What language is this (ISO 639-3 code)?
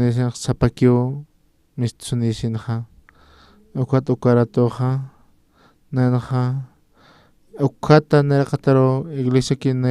aym